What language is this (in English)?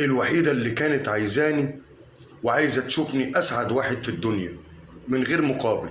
Egyptian Arabic